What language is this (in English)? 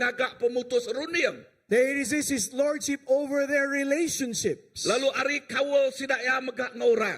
Iban